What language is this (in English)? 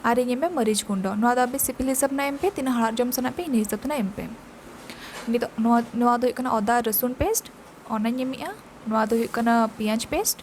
Santali